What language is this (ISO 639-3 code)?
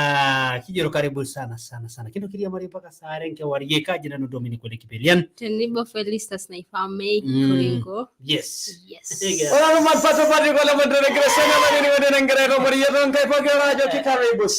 mas